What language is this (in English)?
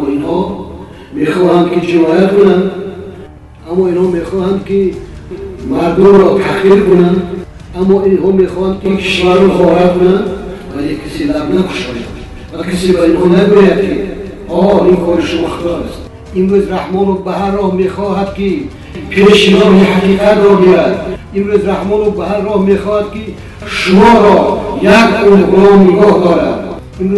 Tajik